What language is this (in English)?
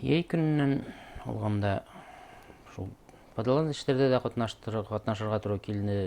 Bashkir